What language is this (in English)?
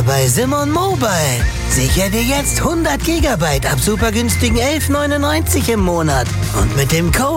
German